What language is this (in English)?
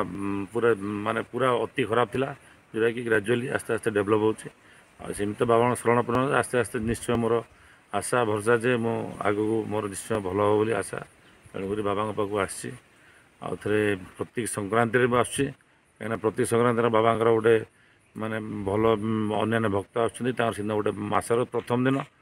Odia